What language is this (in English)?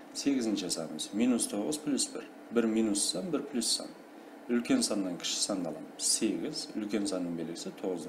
Kara-Kalpak